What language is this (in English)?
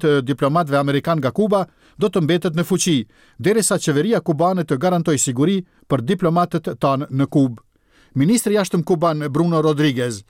Albanian